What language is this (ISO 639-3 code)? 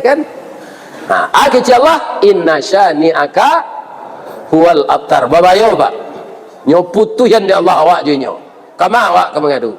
min